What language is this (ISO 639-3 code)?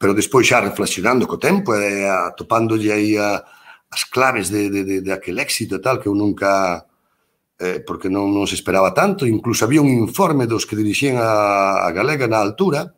glg